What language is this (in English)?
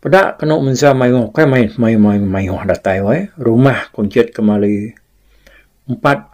Iban